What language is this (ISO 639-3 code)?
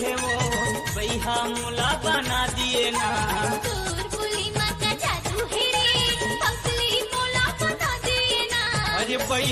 hne